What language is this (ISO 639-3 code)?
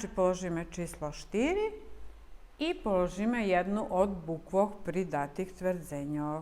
rue